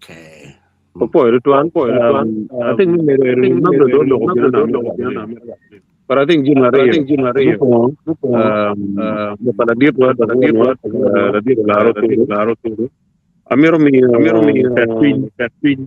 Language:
Acoli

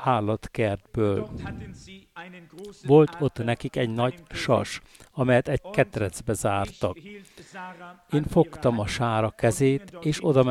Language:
Hungarian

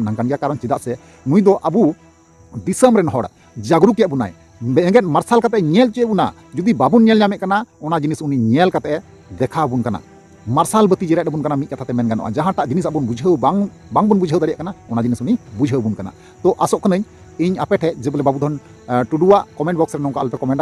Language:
Santali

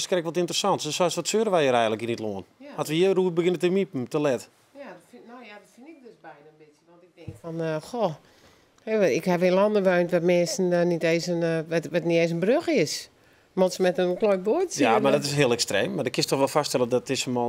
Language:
Western Frisian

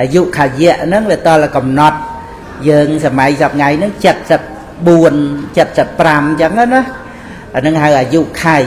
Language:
Khmer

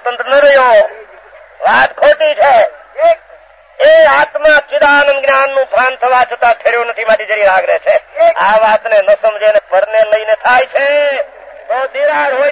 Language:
Gujarati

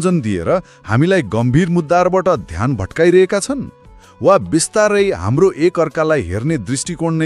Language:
Nepali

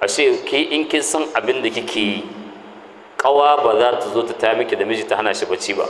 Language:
Hausa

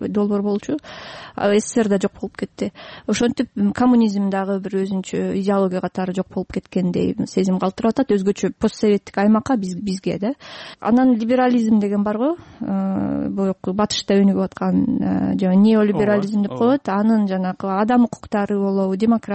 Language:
Kyrgyz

